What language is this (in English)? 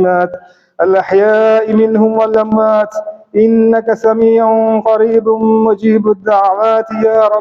Divehi